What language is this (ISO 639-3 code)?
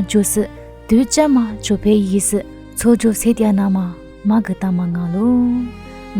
lis